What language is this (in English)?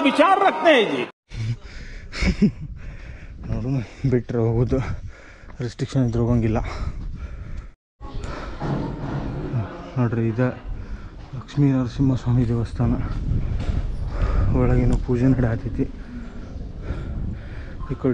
Kannada